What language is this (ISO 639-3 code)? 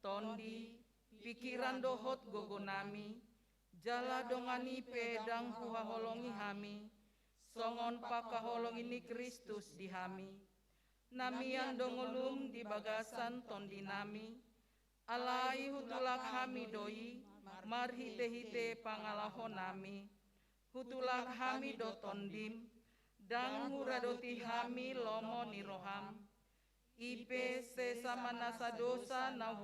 bbc